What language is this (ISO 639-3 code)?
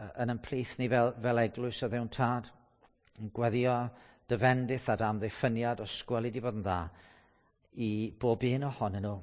cym